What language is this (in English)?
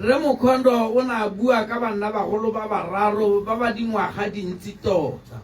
Tswana